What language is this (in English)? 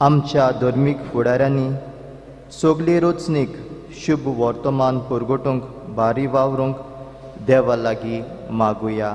Konkani